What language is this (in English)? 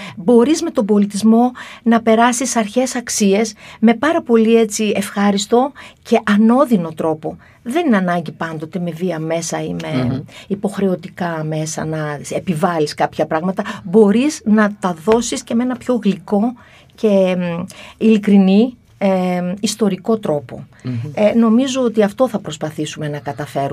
Greek